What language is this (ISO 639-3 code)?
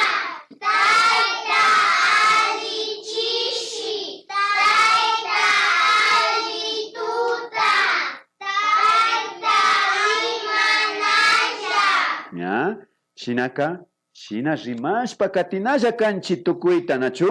qvi